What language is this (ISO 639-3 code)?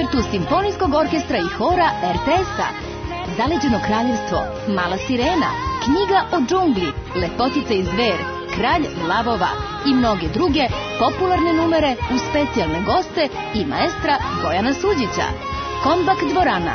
srp